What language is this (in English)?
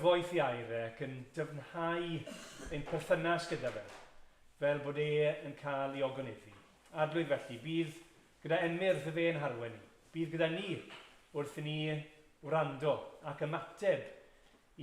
Welsh